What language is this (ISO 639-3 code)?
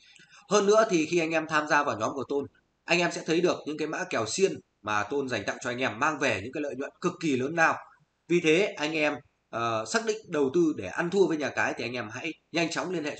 vie